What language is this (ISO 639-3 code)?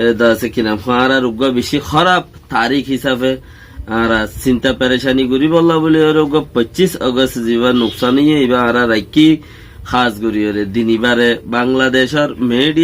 rhg